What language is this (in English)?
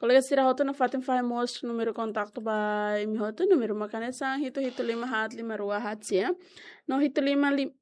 Tetum